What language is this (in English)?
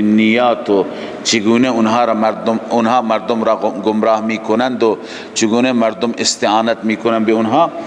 Persian